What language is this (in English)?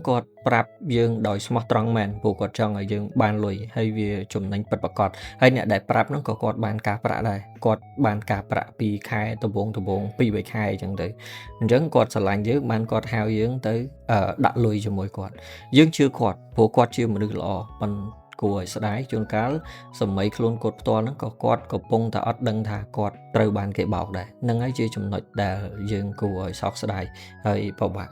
Khmer